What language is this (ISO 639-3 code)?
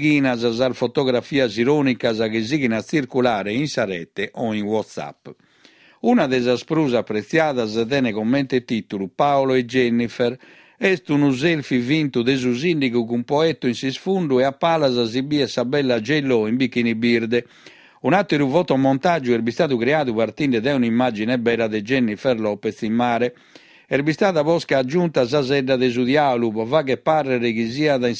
srd